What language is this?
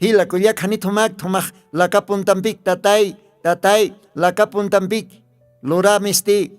Aymara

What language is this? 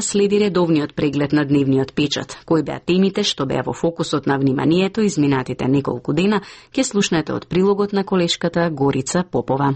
Macedonian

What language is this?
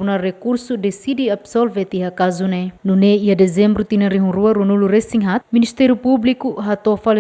Tetum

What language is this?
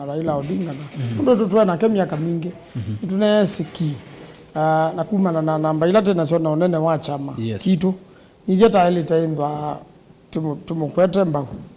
Kamba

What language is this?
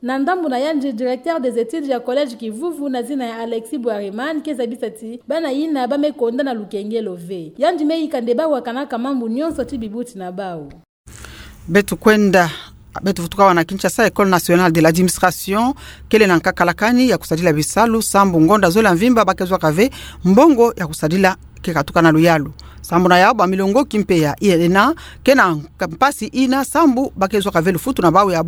Kituba (Democratic Republic of Congo)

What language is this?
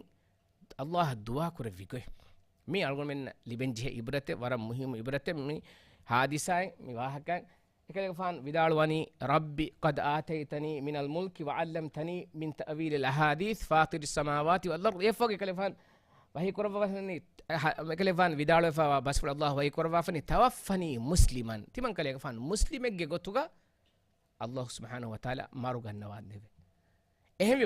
Divehi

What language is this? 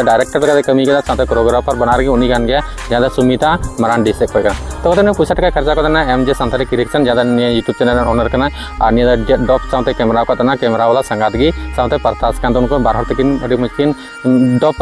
Santali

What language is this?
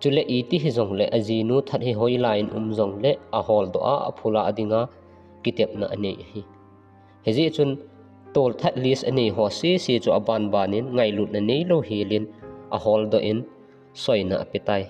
Thado Chin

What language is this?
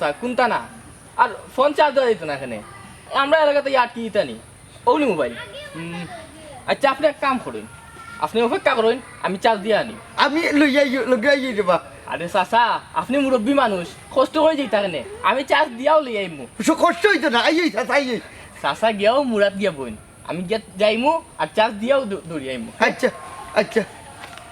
Sylheti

